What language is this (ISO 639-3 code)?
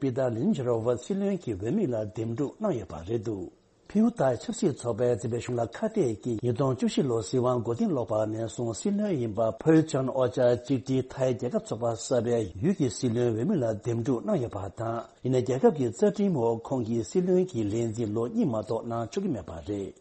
bod